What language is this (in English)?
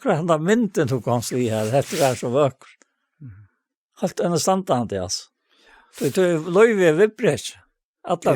Faroese